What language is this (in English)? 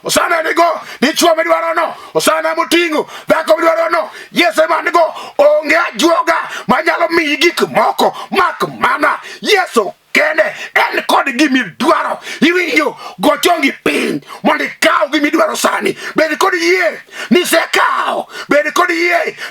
Luo (Kenya and Tanzania)